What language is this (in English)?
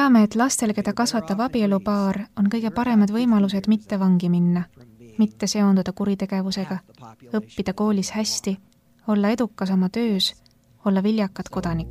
Estonian